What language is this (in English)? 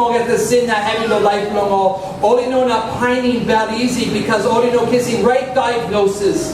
Tok Pisin